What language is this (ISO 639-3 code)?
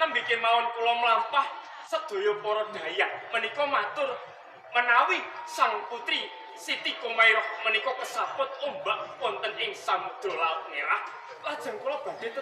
jav